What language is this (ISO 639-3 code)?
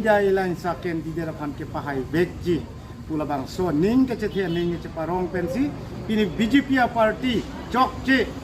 mjw